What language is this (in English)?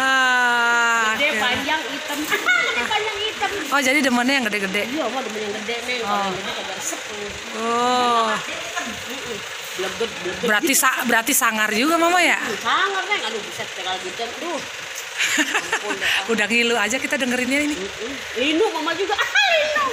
Betawi